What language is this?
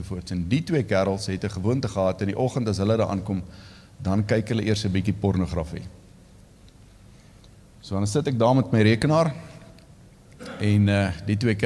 Afrikaans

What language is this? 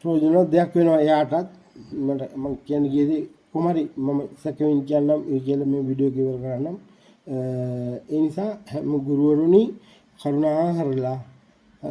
Sinhala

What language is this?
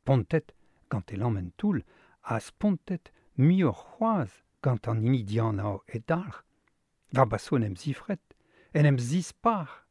Breton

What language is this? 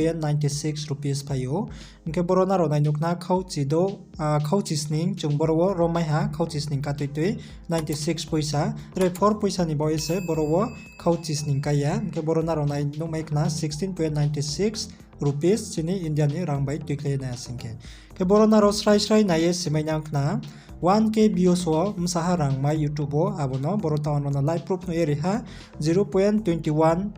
Riang (India)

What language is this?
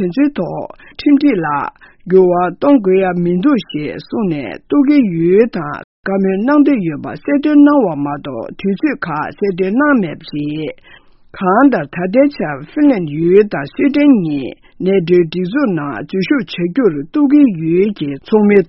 Tibetan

